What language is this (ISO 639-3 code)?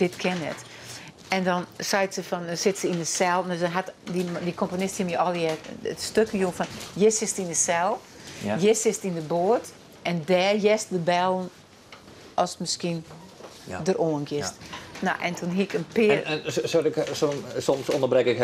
fry